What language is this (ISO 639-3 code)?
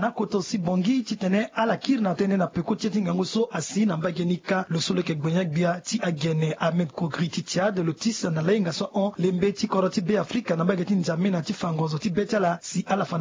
sag